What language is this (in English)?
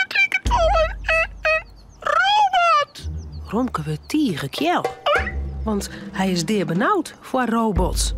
Western Frisian